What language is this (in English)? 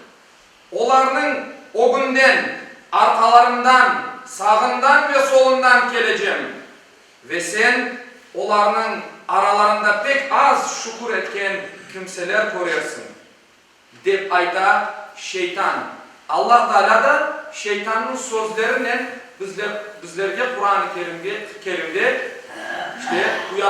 Crimean Tatar